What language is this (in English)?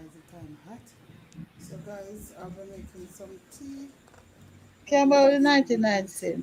Jamaican Creole English